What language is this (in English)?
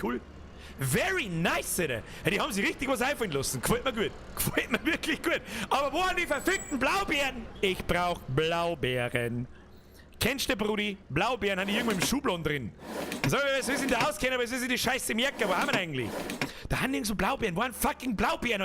Bavarian